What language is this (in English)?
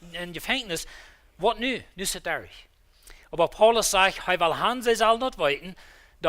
Plautdietsch